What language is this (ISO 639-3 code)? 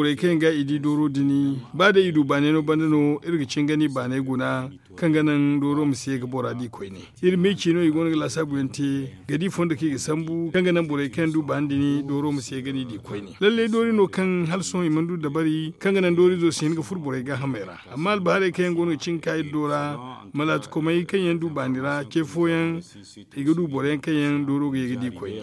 dje